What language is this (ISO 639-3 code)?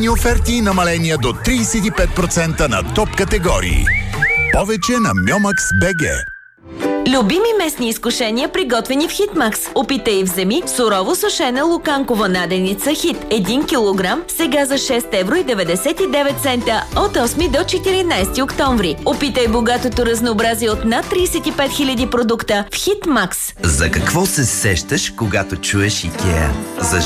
bul